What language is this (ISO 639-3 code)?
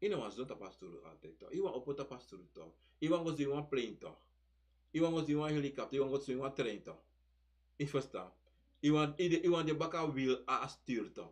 srn